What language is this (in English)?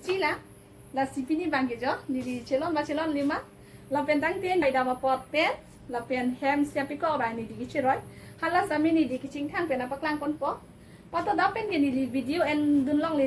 Karbi